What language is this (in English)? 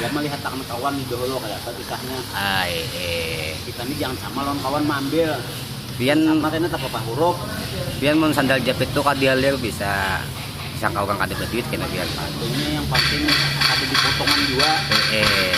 Banjar